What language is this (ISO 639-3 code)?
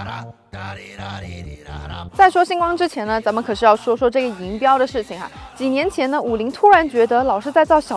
zho